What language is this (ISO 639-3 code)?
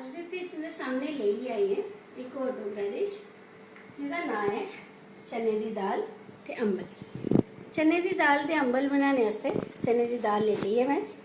doi